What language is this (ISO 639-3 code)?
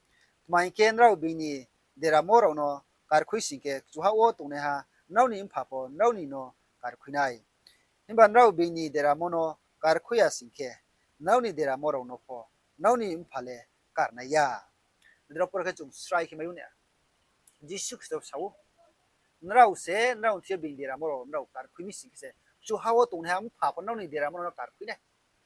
ria